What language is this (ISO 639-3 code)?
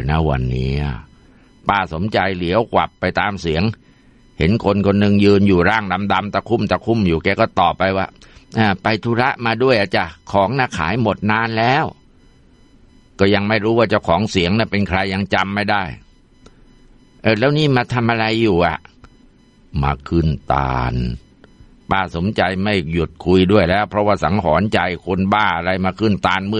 tha